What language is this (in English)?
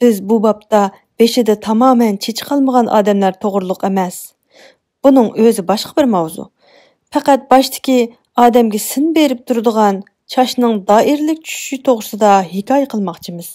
Uyghur